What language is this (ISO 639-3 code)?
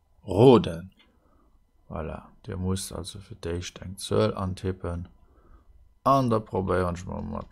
ltz